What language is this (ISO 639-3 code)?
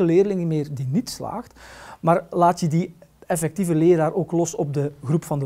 nld